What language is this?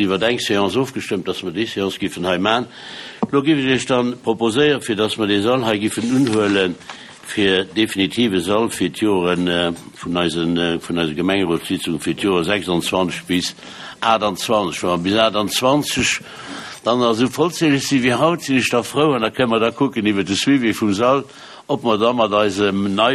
Luxembourgish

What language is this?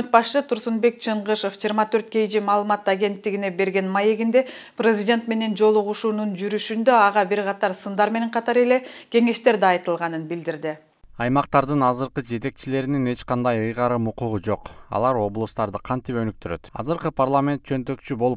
Kyrgyz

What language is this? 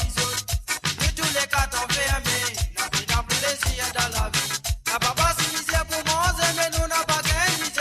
Morisyen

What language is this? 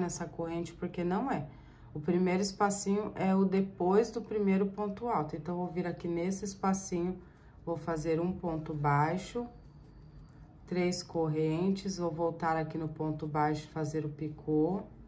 Portuguese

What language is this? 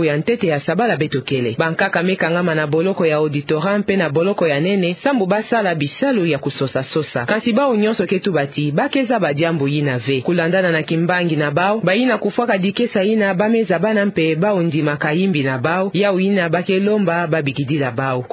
Kituba (Democratic Republic of Congo)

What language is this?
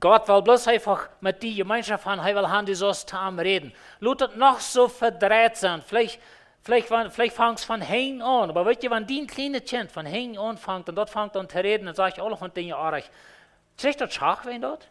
Plautdietsch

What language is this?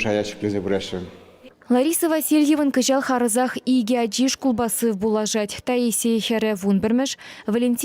Chuvash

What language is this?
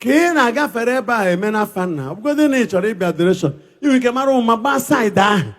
Igbo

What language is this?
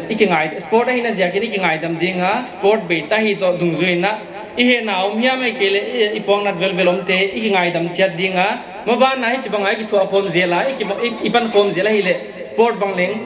Paite Chin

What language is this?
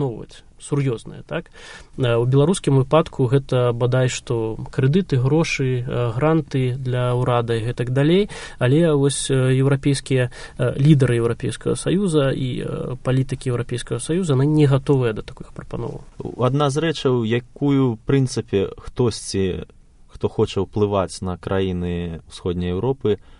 Belarusian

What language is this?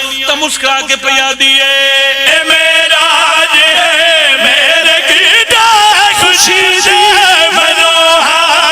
Pahari-Potwari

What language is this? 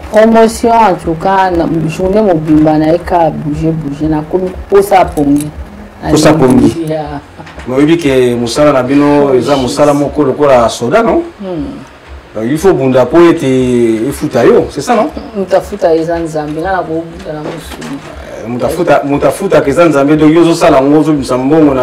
Lingala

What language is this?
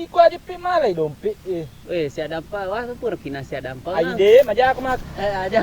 Buginese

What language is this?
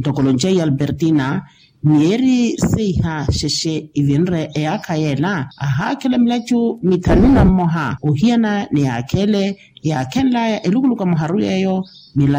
Makhuwa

